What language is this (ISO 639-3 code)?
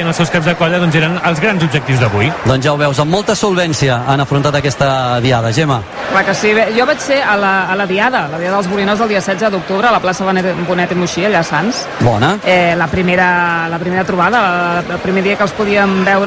cat